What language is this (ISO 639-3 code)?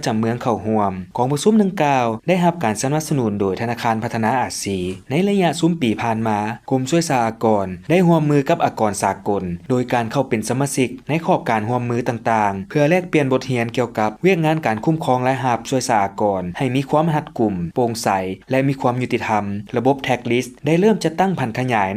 lao